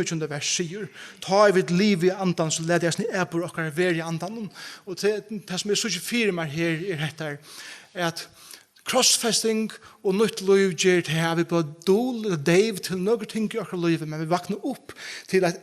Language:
Faroese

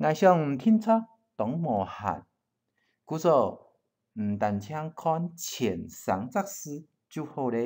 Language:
Hakka Chinese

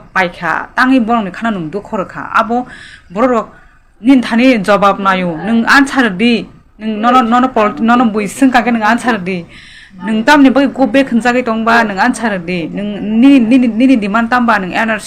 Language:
Kok Borok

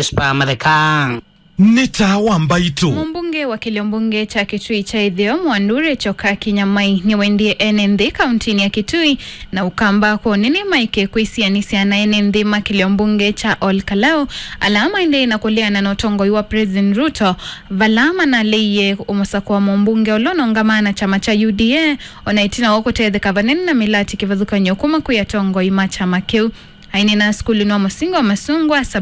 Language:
Kamba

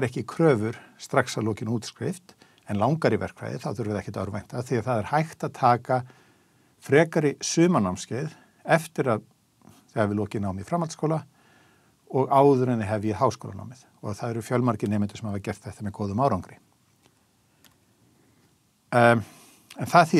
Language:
Icelandic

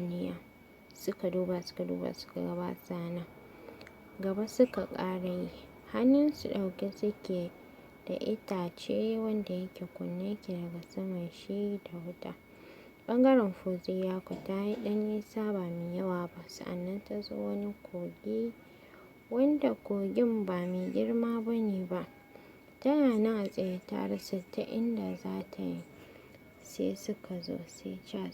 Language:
Hausa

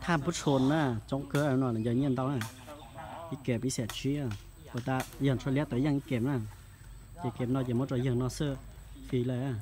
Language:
Hmong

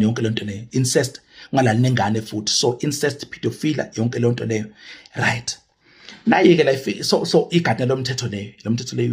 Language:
Zulu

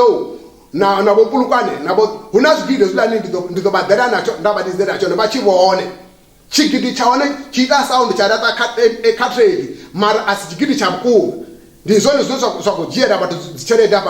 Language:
Venda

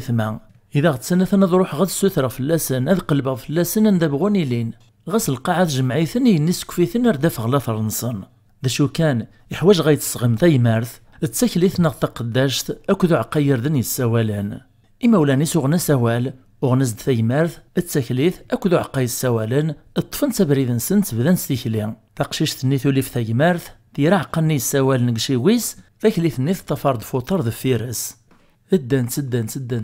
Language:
Kabyle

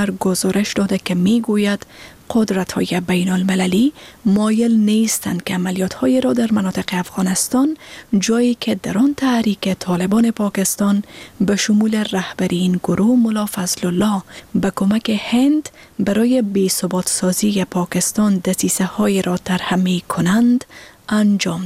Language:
Persian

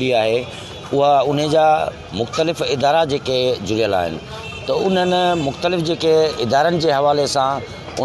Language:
Sindhi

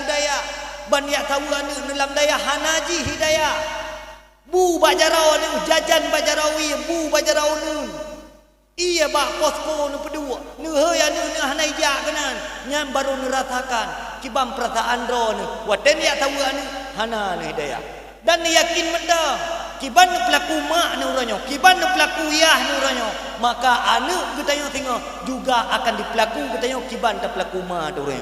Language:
Achinese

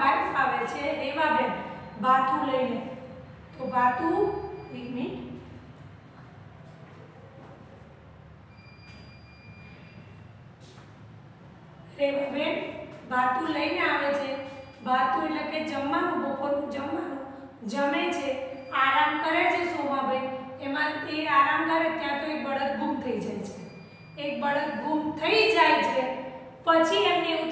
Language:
Gujarati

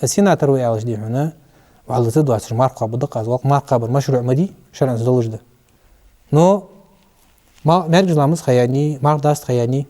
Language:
Ingush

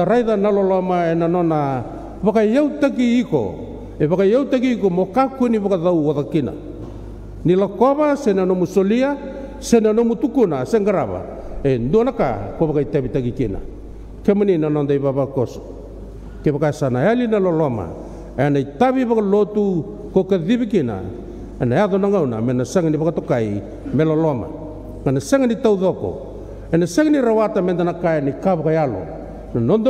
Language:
Fijian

